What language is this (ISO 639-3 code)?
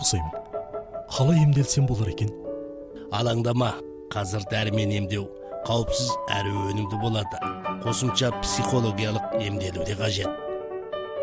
kaz